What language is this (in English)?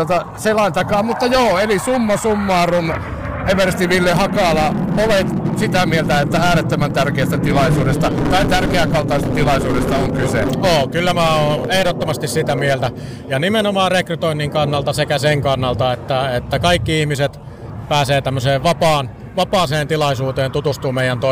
Finnish